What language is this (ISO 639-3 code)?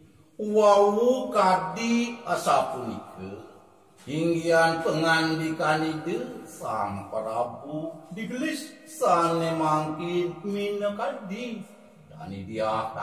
ban